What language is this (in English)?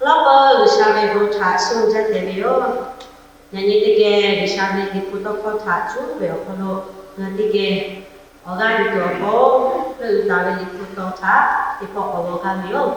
Lahu